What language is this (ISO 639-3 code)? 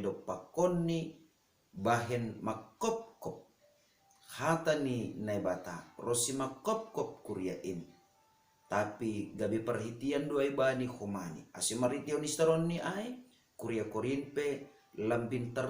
bts